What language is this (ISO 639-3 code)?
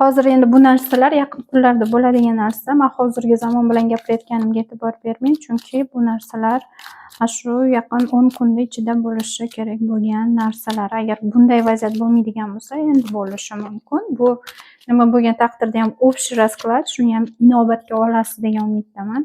uzb